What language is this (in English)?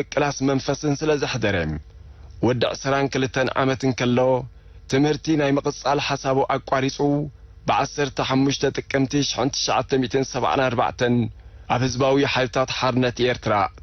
Tigrinya